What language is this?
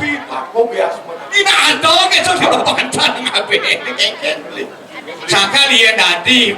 Balinese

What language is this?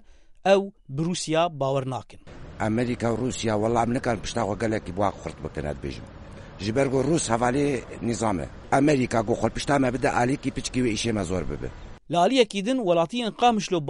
Kurdish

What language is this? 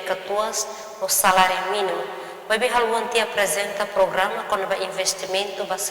Tetum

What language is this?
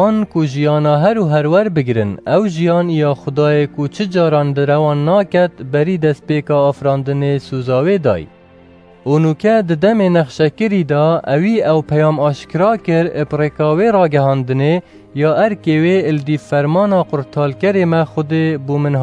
Kurdish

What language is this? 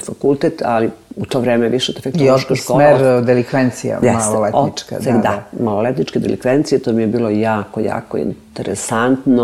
Serbian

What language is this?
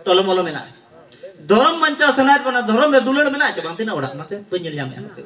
Santali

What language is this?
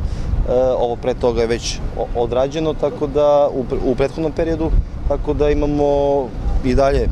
Serbian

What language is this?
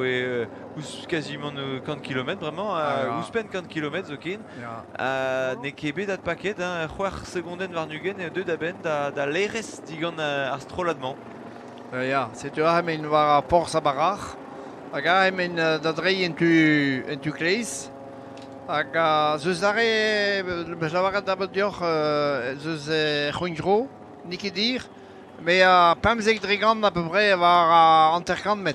Breton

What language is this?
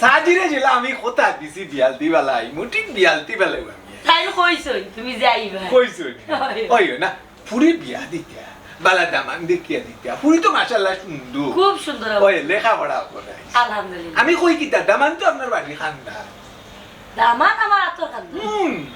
Sylheti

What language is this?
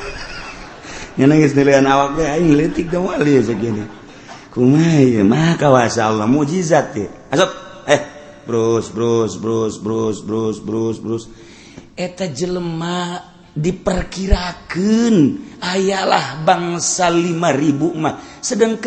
Sundanese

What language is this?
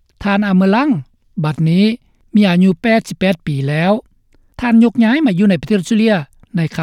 Lao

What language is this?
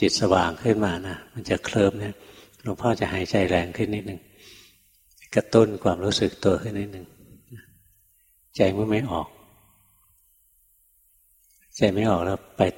Thai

